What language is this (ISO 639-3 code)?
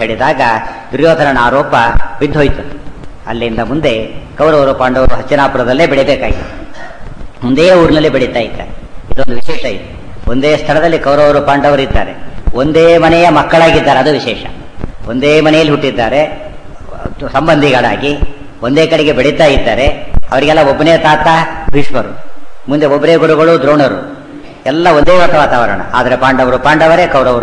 kan